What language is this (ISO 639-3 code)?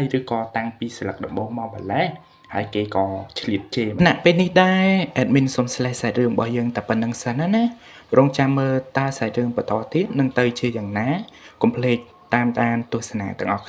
khm